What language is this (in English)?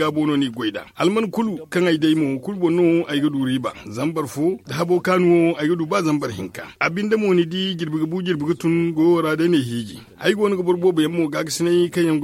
Zarma